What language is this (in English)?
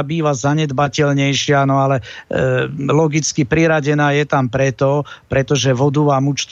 Slovak